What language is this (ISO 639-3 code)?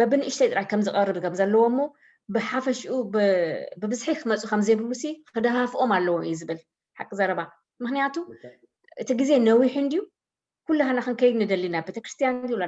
tir